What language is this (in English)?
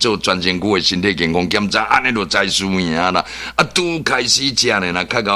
Min Nan Chinese